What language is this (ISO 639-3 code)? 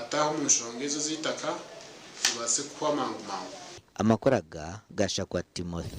nyn